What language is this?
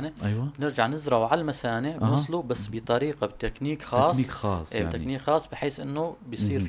North Levantine Arabic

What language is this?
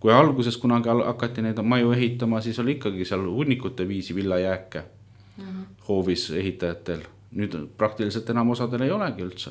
Estonian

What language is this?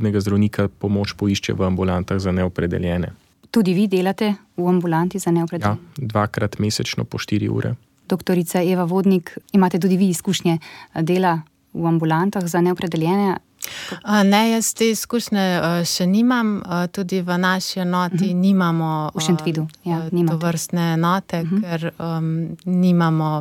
Slovenian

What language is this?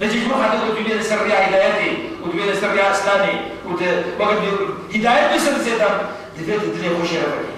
Kurdish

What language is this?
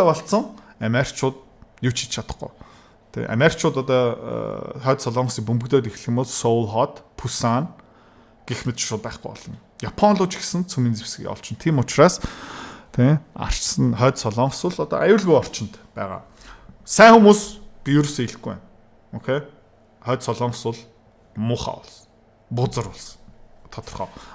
Mongolian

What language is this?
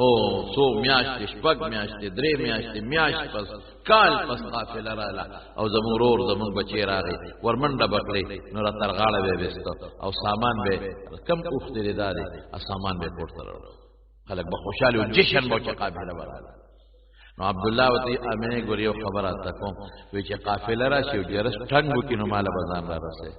Pashto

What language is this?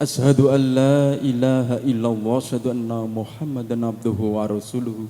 Javanese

